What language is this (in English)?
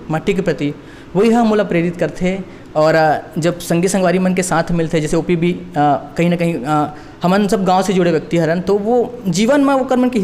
Chhattisgarhi